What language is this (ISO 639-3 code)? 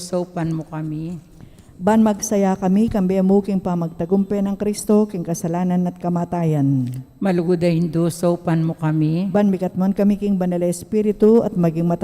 pam